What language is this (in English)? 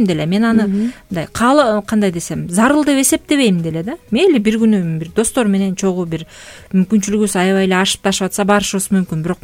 Kyrgyz